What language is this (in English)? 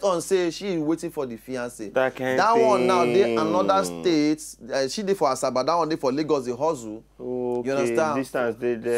Nigerian Pidgin